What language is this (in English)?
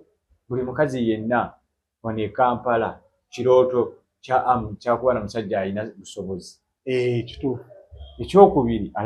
Ganda